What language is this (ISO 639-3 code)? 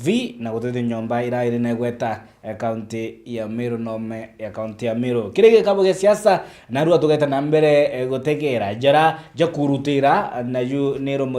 mer